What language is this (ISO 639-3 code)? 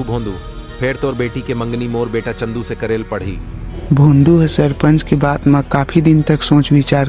hne